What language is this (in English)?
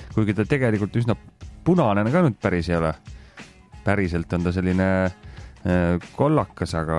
Estonian